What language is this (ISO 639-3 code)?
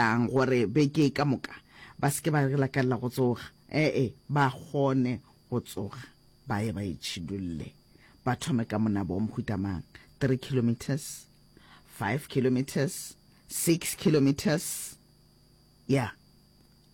nso